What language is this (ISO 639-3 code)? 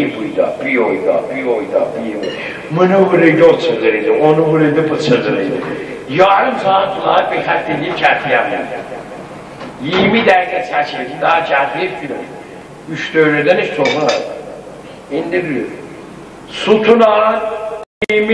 azb